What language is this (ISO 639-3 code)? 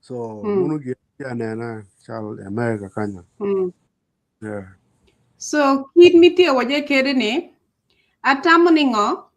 ach